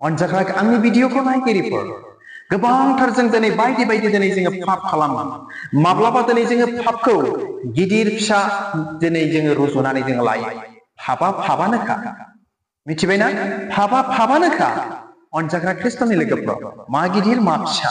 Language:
Bodo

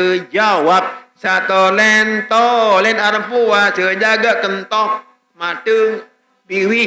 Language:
Sasak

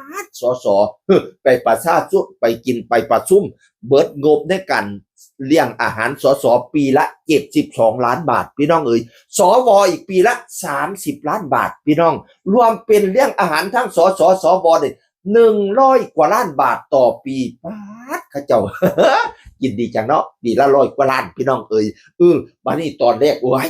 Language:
Northeastern Thai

